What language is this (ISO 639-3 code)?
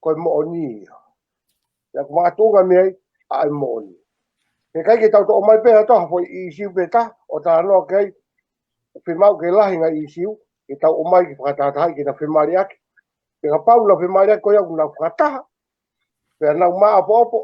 ton